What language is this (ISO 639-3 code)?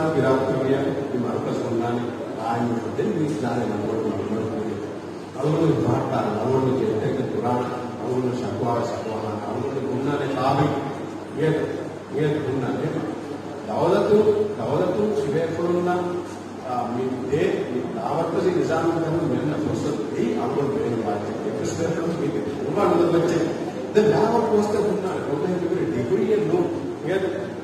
div